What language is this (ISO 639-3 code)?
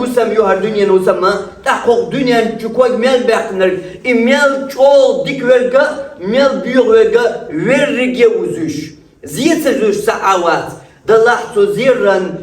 che